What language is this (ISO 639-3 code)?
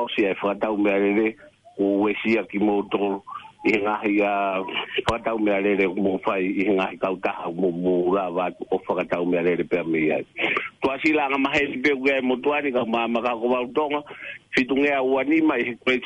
ton